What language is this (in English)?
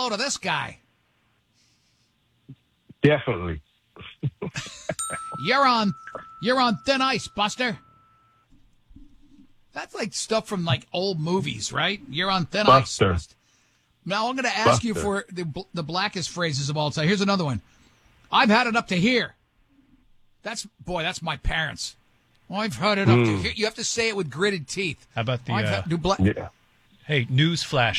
English